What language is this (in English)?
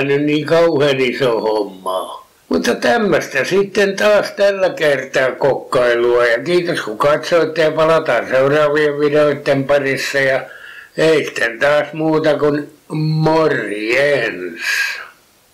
Finnish